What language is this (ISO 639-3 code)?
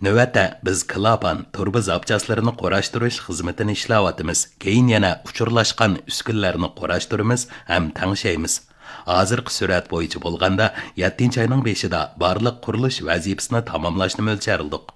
uig